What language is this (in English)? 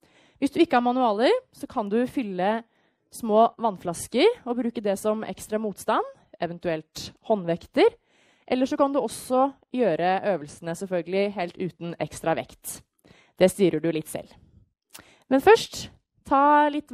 Norwegian